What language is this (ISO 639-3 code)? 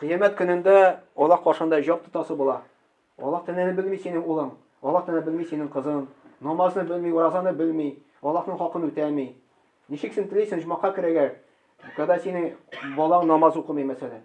tat